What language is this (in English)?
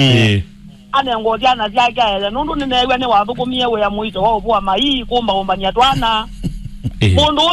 Kamba